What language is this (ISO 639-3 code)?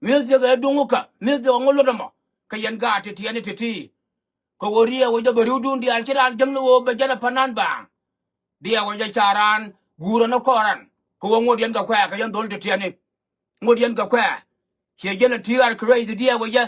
nus